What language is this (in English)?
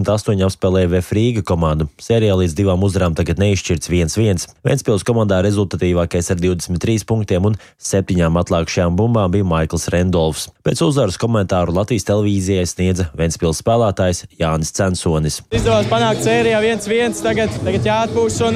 Latvian